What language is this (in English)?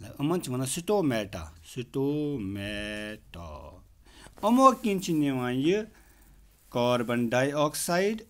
Kashmiri